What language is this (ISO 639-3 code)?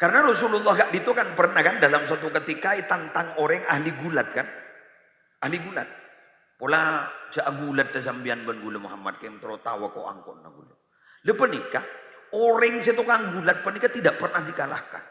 mad